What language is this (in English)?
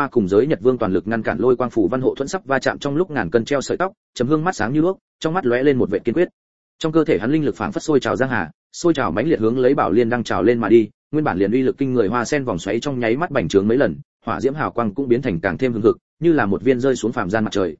Vietnamese